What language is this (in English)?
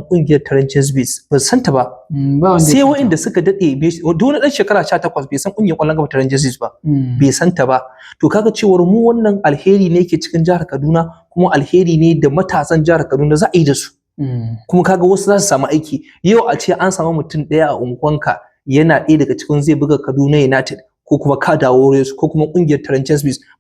Hausa